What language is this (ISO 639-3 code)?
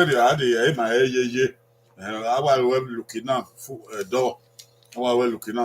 bin